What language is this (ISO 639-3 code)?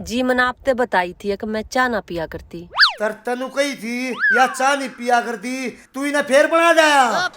bgc